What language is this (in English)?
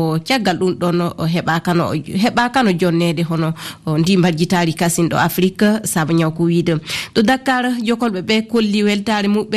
Fula